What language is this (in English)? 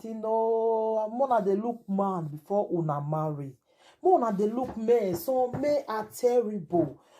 Nigerian Pidgin